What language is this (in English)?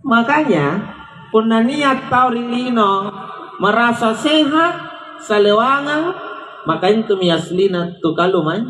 Makasar